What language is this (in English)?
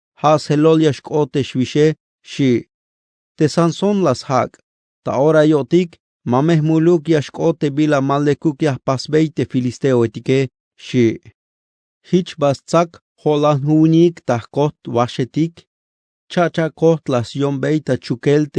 Tzeltal